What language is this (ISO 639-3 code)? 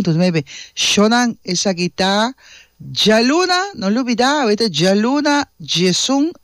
pap